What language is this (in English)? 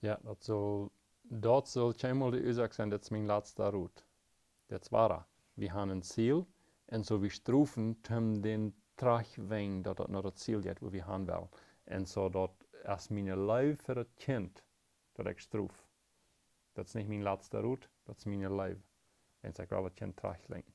Plautdietsch